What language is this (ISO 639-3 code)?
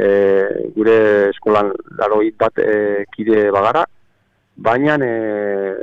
eus